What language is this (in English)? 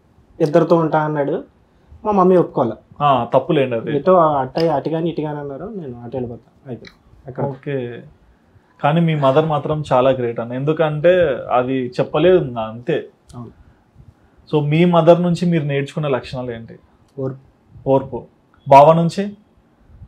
Telugu